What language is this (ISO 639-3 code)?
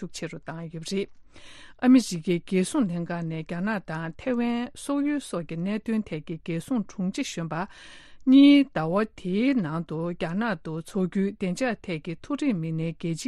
bod